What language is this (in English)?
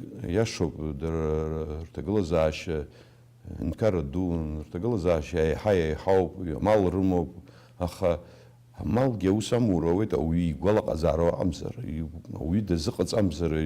Abkhazian